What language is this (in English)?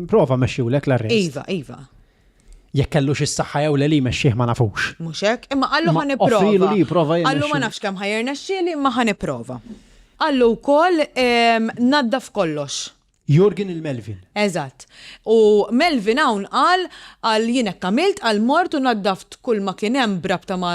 Maltese